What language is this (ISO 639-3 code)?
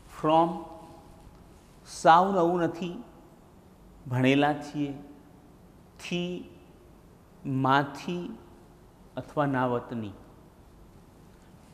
guj